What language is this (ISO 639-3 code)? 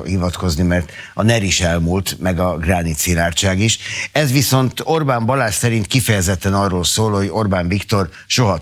hun